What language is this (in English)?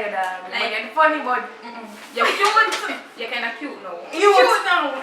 Jamaican Creole English